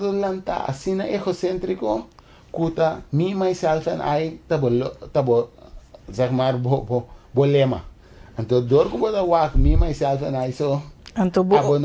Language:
Papiamento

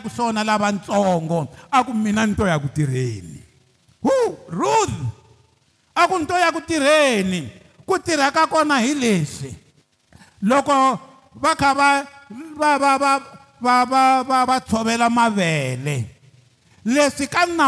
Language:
Tsonga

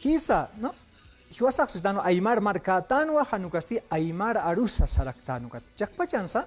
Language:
Aymara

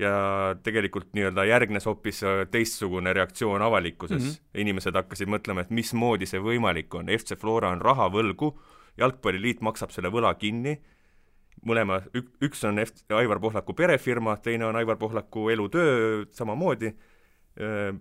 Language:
Estonian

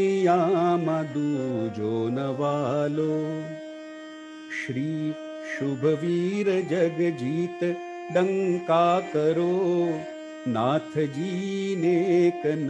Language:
Gujarati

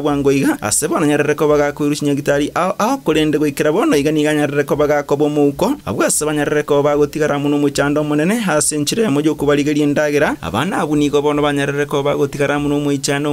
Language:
Gusii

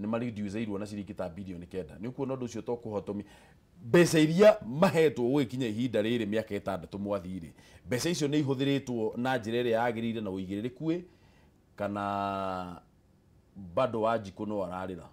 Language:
Kikuyu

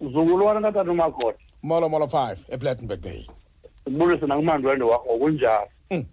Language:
Xhosa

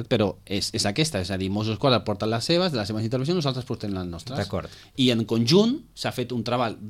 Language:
Catalan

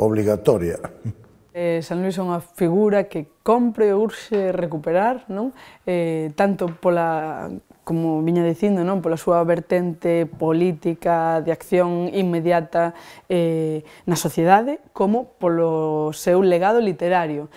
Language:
Galician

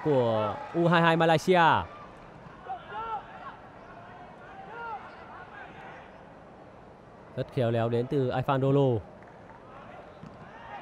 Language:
Vietnamese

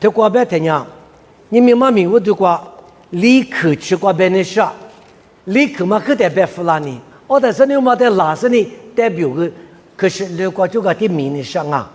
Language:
Lisu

